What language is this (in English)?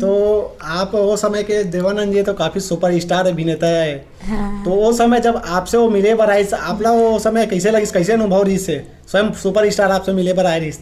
Chhattisgarhi